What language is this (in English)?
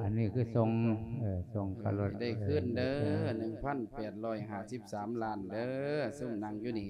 Lao